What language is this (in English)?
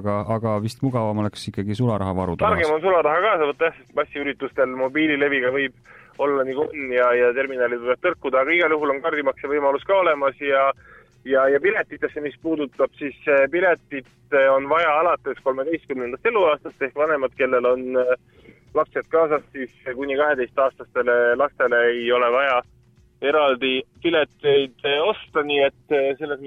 Estonian